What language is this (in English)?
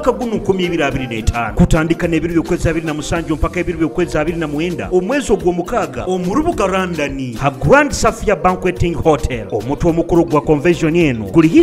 Nyoro